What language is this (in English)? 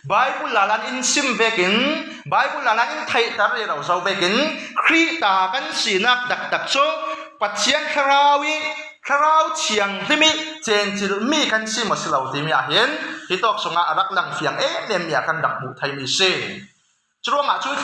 Falam Chin